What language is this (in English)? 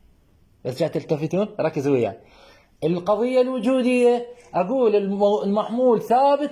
Mesopotamian Arabic